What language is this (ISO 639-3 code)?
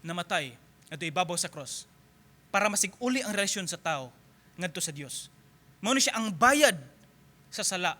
ceb